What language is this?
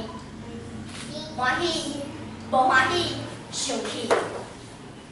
Min Nan Chinese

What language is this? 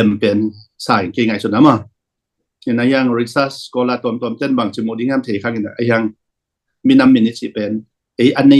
Tedim Chin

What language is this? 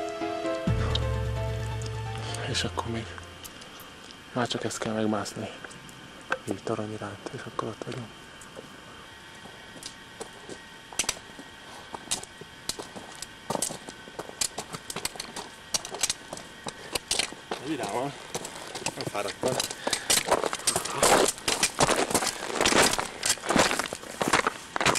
Hungarian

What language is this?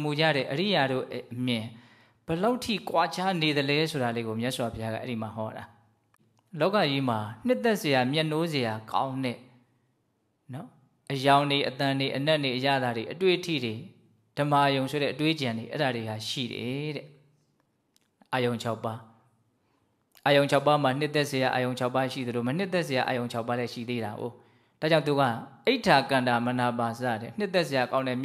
Burmese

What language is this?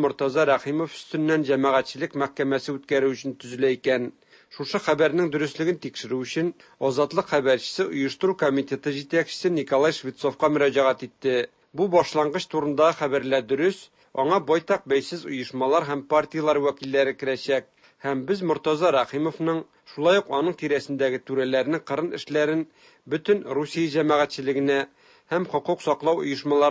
Tatar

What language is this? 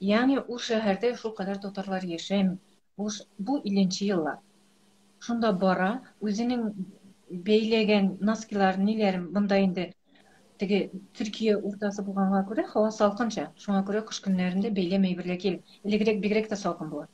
Tatar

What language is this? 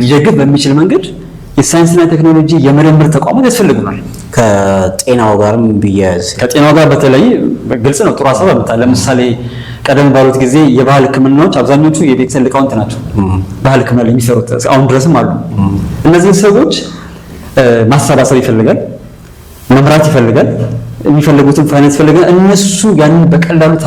Amharic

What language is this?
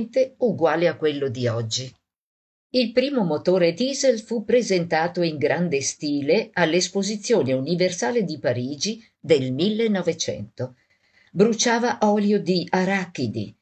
Italian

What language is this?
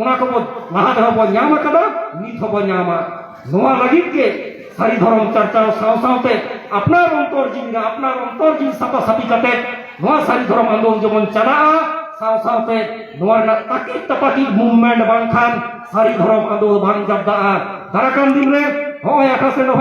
Santali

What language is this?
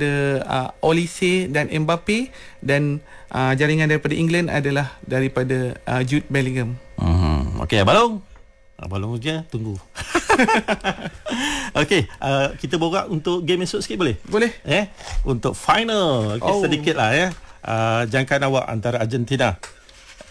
Malay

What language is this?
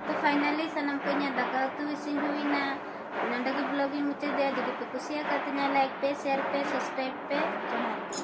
Santali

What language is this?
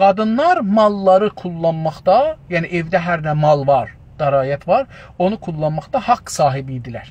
South Azerbaijani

